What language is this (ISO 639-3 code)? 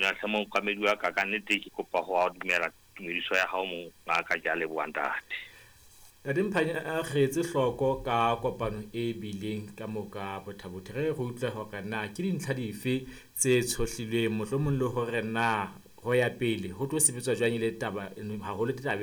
sot